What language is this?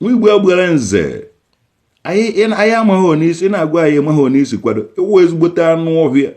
Igbo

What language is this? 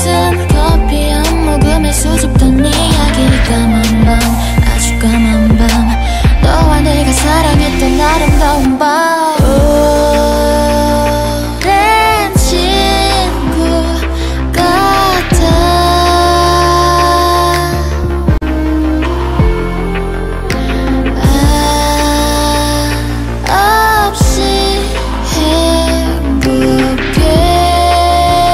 Korean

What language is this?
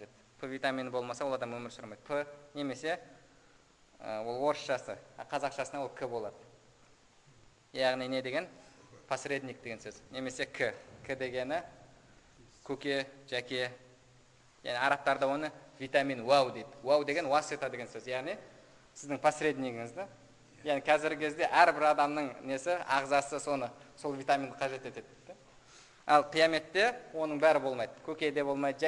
Kazakh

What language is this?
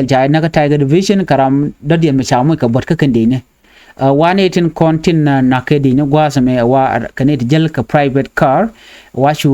Nuer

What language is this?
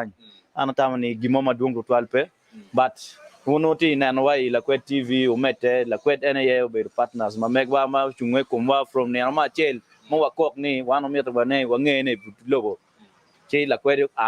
Acoli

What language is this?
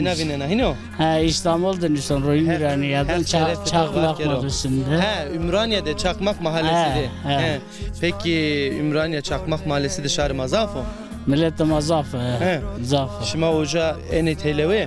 Zaza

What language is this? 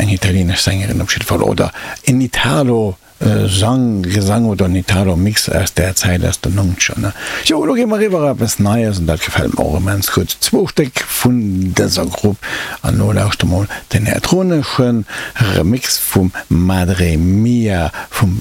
Luxembourgish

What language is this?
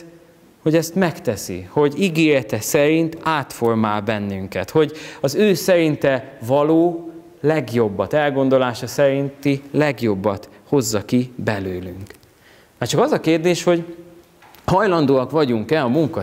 Hungarian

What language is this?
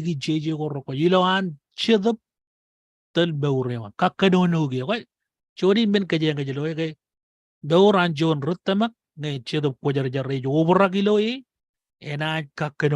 Marshallese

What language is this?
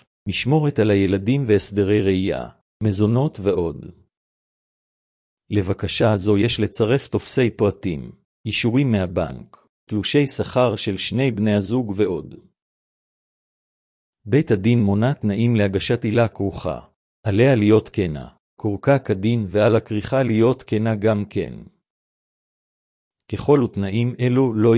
Hebrew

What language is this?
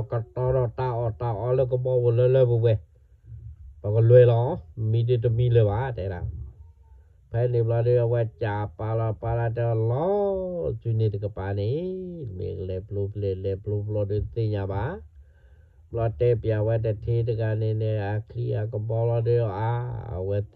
S'gaw Karen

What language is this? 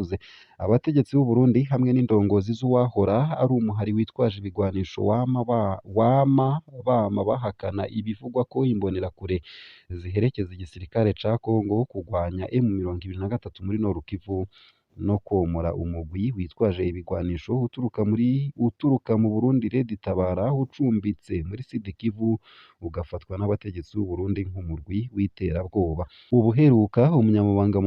Rundi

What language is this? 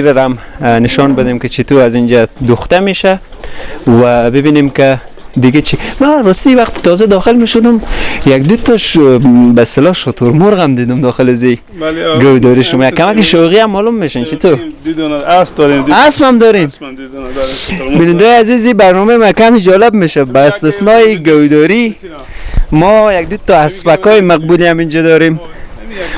Persian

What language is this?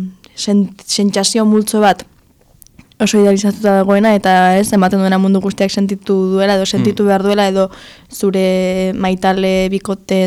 Basque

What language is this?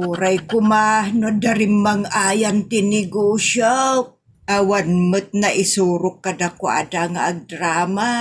Iloko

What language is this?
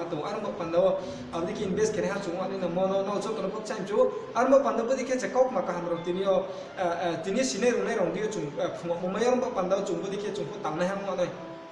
Riang (India)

